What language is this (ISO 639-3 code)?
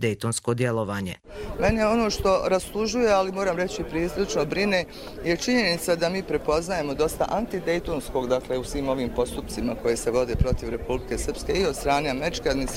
hrv